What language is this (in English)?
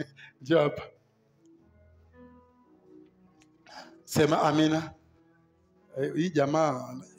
Swahili